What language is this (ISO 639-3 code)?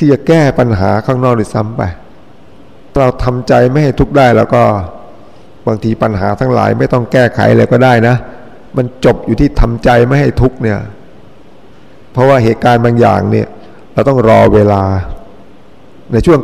tha